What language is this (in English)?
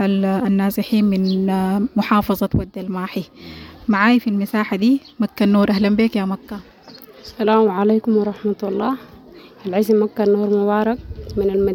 Sudanese Arabic